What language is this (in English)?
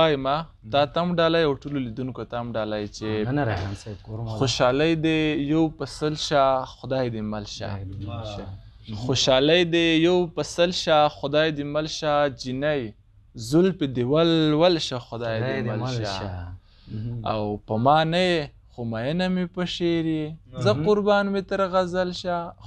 Pashto